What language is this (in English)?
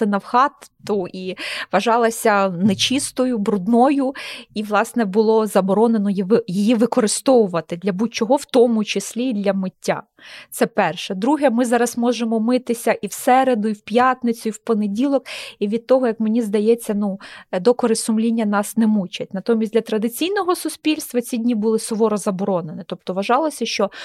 Ukrainian